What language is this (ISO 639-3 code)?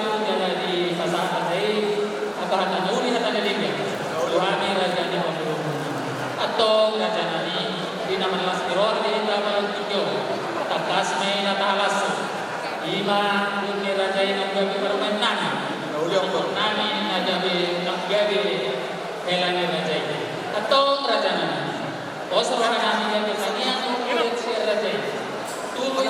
bbc